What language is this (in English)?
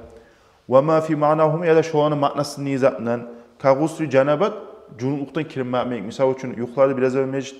Kumyk